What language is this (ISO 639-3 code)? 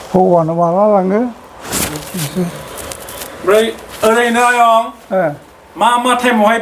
brx